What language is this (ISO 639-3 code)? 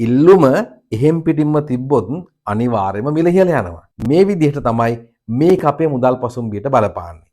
sin